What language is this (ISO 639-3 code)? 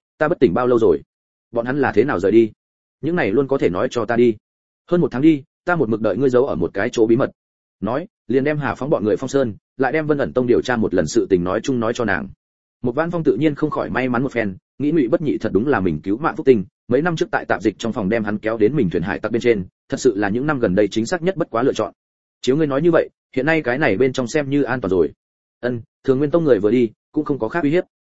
vie